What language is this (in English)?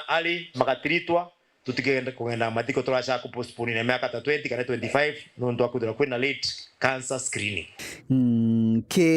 Meru